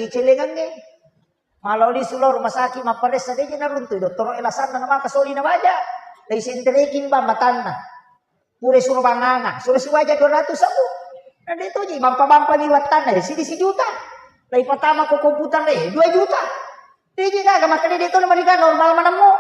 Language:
Buginese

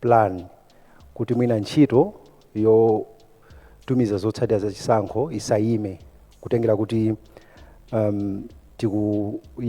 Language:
Nyanja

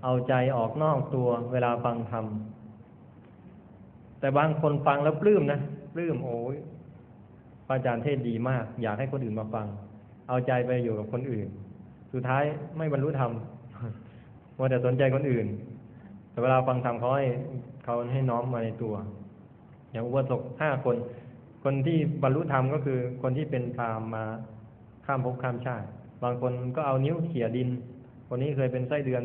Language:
Thai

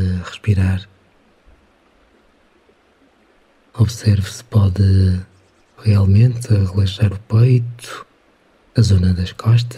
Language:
Portuguese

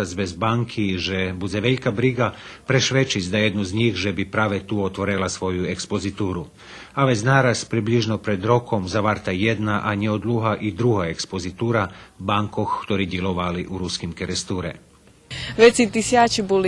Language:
Rusyn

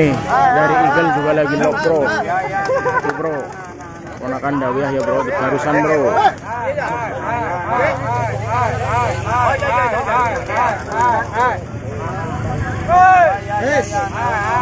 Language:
Indonesian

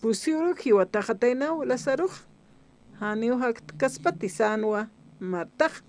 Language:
Aymara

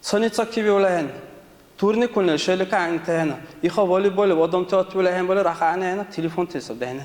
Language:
Dargwa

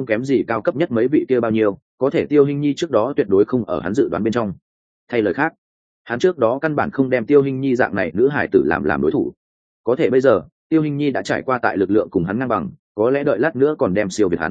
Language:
Vietnamese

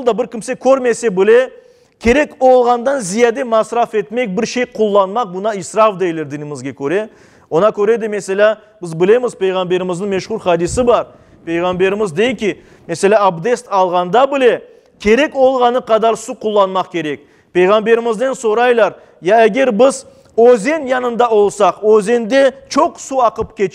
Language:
Crimean Tatar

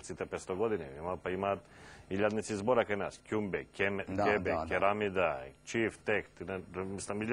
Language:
Macedonian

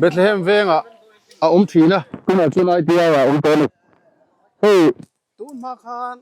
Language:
Mizo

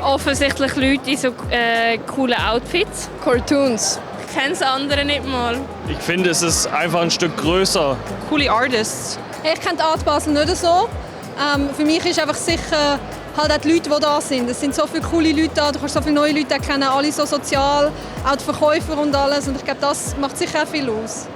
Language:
Swiss German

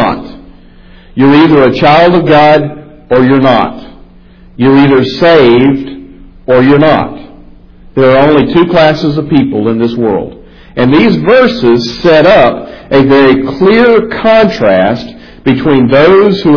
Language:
English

